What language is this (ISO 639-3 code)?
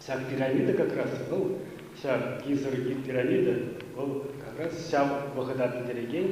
chv